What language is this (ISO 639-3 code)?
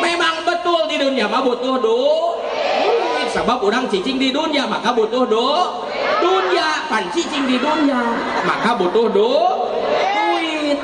sun